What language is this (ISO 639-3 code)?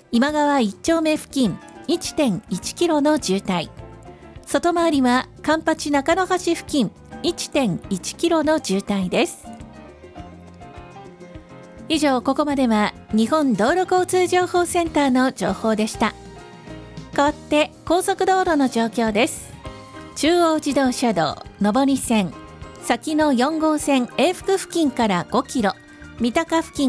jpn